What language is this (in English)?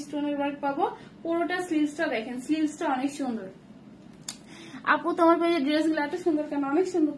Bangla